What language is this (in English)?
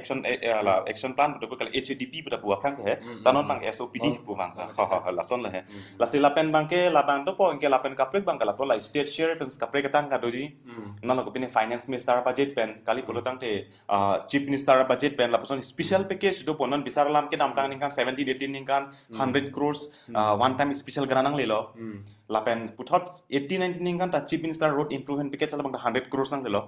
Karbi